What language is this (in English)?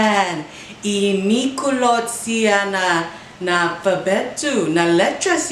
Chamorro